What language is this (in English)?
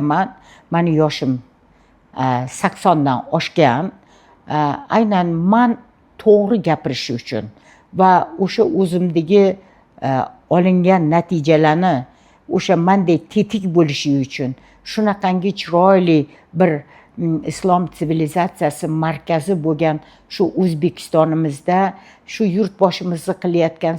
Uzbek